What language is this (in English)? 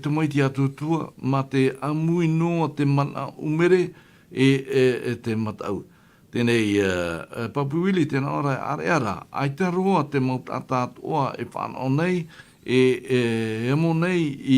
Tahitian